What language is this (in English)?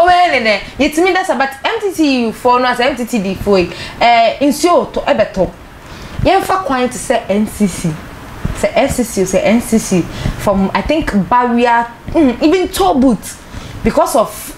Akan